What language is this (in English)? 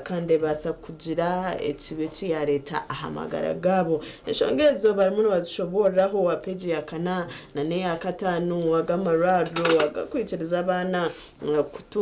Nyankole